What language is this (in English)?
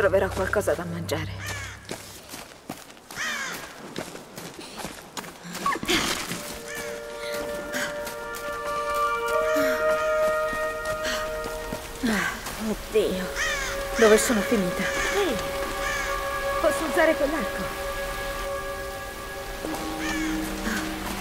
Italian